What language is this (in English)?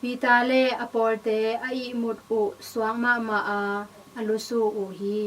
Tedim Chin